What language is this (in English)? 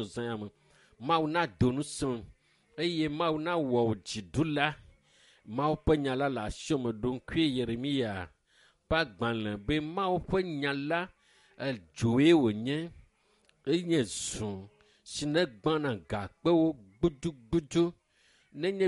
Ewe